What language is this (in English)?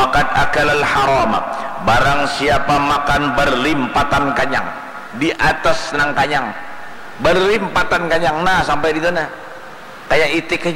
Banjar